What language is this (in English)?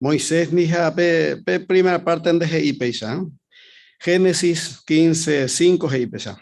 Guarani